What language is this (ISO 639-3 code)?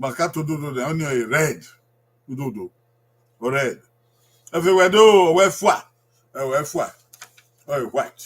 bin